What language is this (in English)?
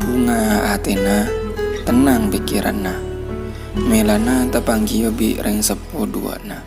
Madurese